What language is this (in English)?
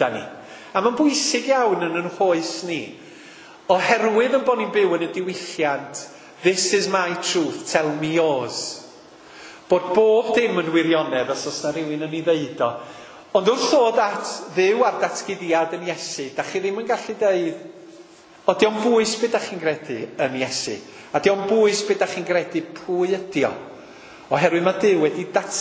Welsh